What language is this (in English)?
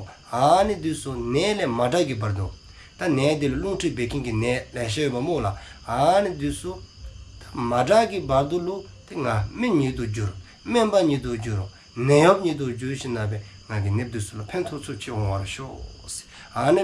Dzongkha